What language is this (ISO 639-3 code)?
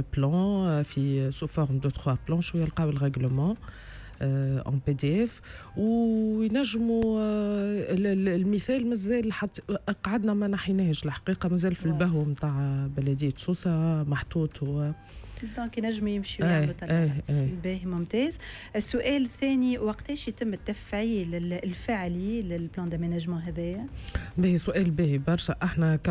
aeb